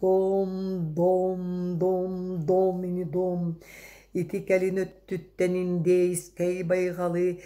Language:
Yakut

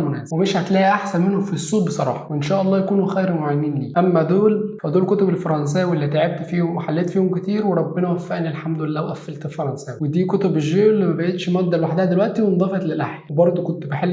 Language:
Egyptian Arabic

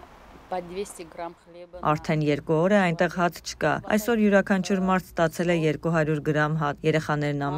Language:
Armenian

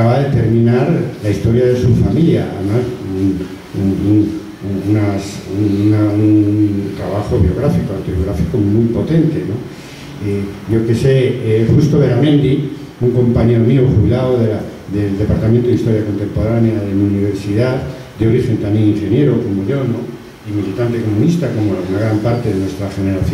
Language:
Spanish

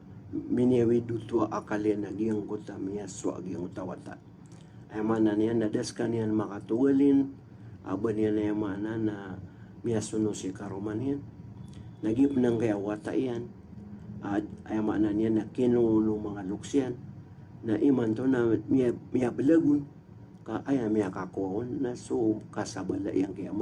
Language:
Maranao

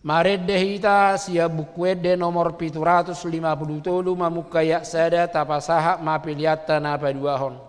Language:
Batak Toba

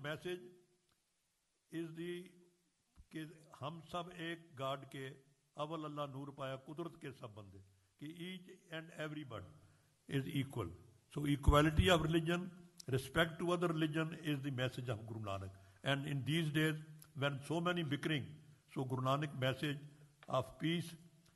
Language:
Hindi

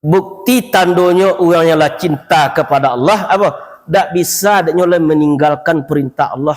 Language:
Minangkabau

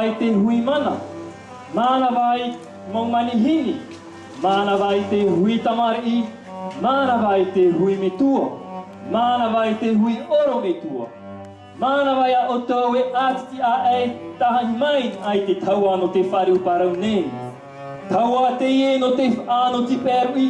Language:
Tahitian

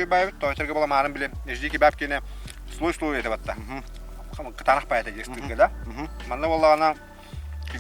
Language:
Yakut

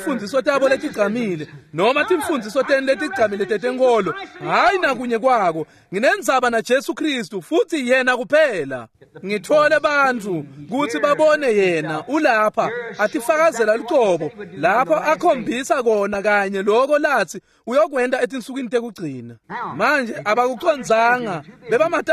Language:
Swati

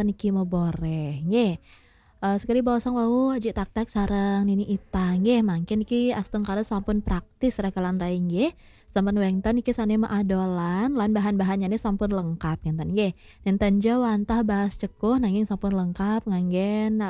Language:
Balinese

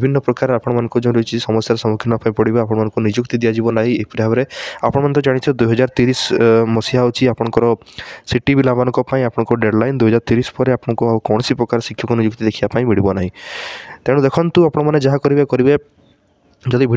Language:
Odia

